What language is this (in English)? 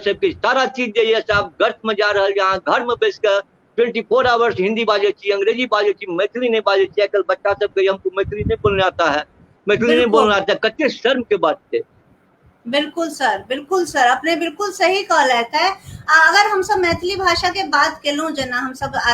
Maithili